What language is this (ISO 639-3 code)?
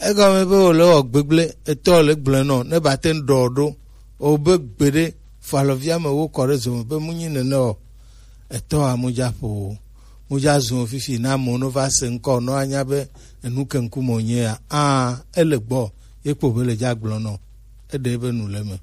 gej